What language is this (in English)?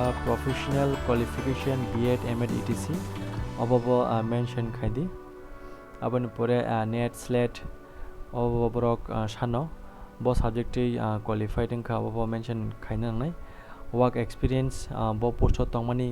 Kok Borok